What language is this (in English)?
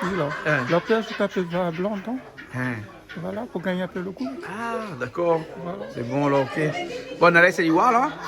Réunion Creole French